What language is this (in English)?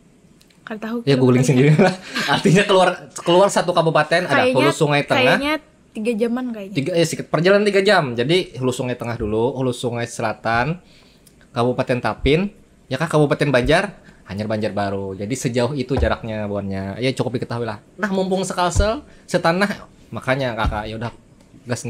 Banjar